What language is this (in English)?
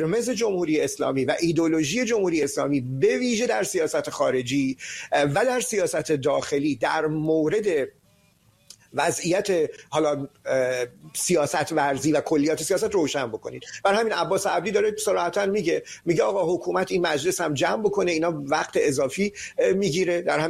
Persian